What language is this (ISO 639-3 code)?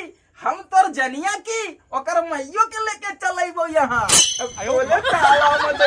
mag